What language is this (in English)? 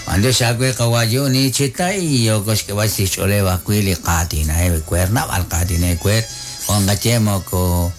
Kekchí